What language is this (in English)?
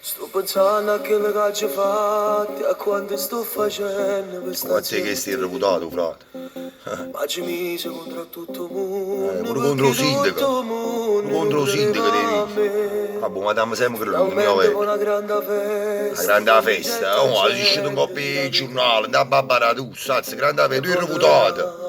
Neapolitan